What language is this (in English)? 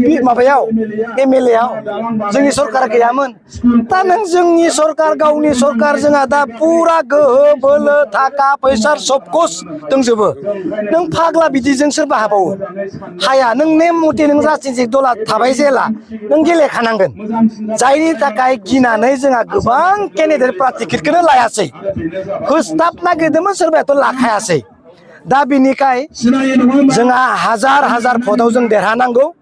Bodo